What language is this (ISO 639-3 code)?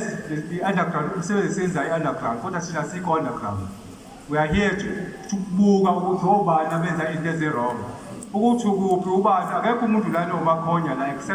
zul